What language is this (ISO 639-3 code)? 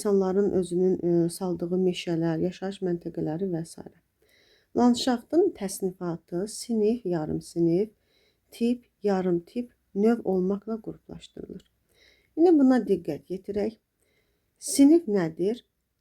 aze